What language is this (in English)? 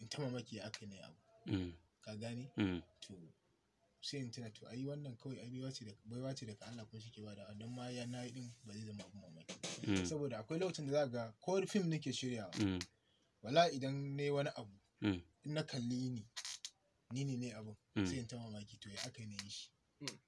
Hausa